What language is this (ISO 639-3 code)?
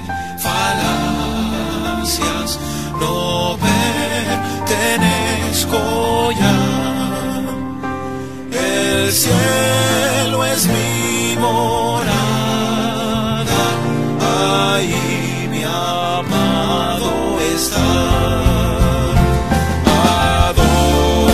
spa